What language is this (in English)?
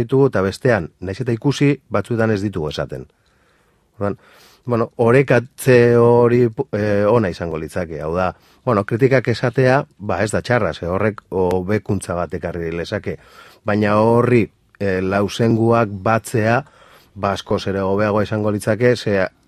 Basque